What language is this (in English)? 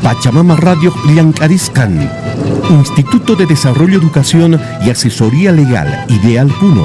Quechua